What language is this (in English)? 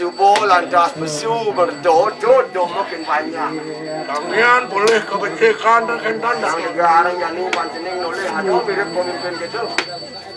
Balinese